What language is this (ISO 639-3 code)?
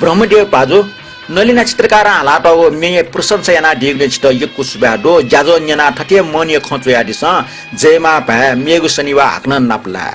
new